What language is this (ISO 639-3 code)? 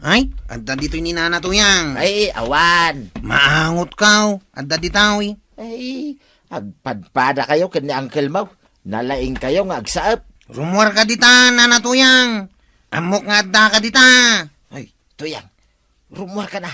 ilo